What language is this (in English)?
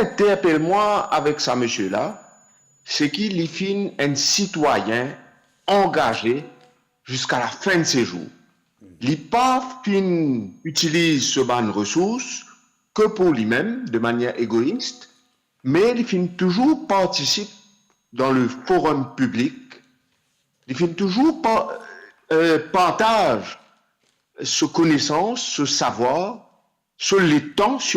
Morisyen